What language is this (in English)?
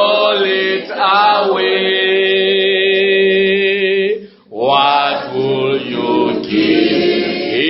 Northern Sotho